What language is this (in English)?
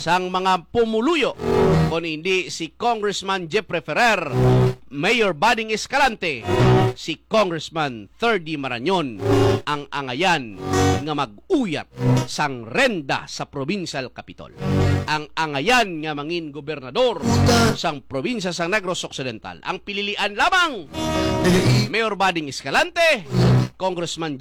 Hiligaynon